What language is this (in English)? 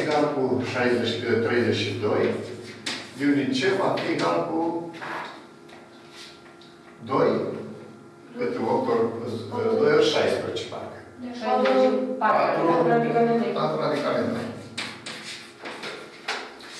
Romanian